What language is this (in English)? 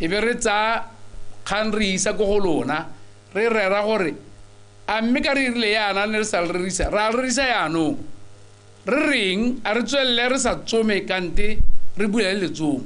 Tswana